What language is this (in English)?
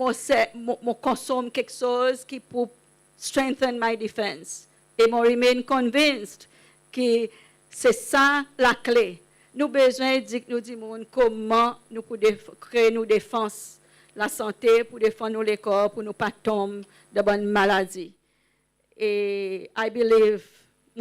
Seselwa Creole French